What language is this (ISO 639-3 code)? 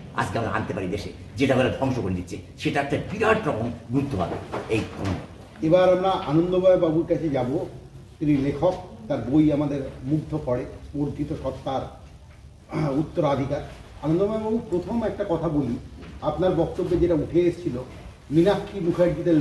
ben